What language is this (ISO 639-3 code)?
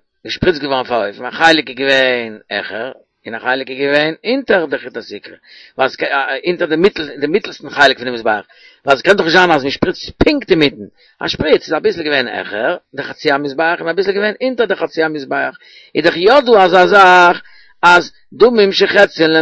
yid